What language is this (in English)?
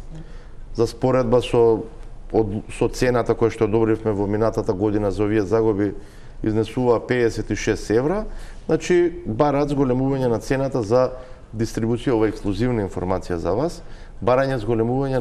Macedonian